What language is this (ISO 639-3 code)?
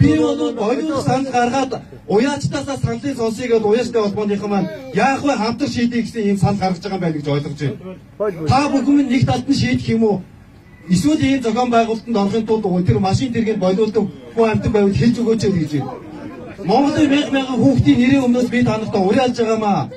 mon